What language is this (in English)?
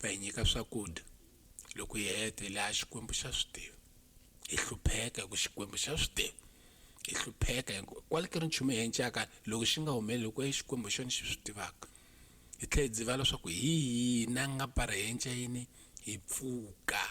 Tsonga